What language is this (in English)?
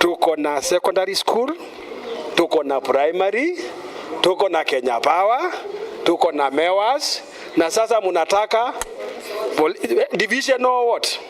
Meru